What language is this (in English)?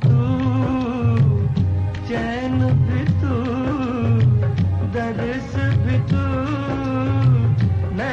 Hindi